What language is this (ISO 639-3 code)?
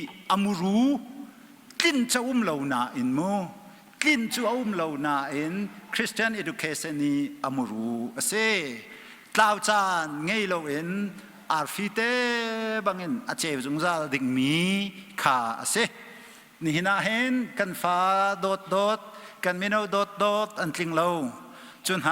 cnh